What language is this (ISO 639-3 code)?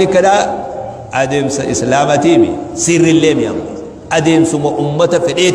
orm